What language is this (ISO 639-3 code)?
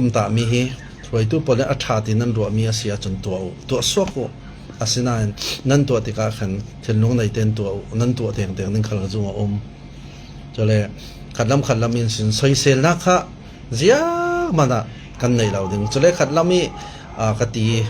cfm